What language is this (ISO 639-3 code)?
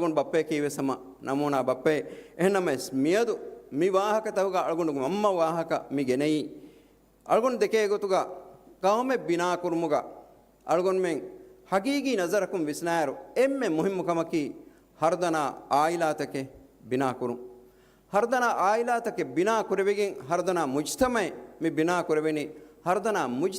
div